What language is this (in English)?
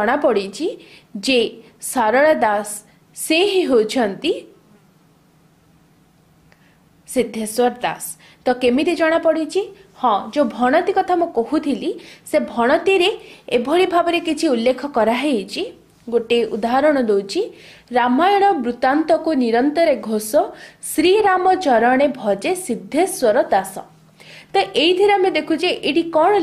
Odia